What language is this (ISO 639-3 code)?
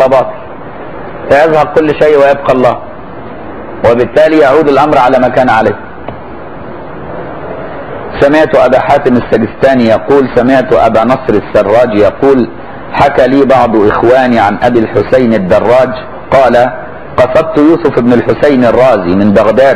ara